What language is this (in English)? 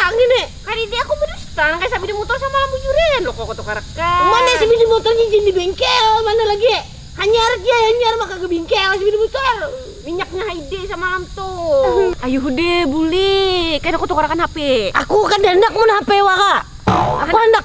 Banjar